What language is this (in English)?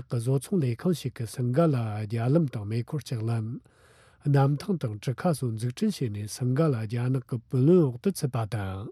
Tibetan